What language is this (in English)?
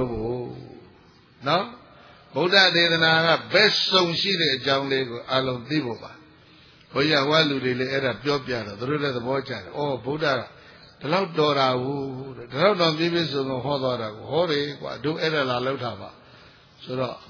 Burmese